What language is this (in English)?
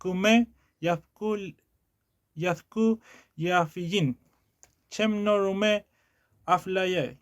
Mapuche